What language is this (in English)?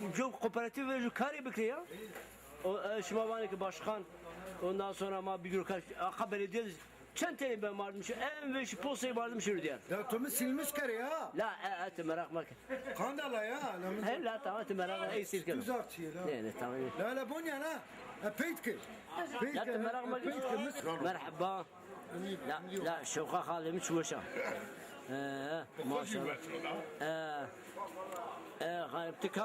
Zaza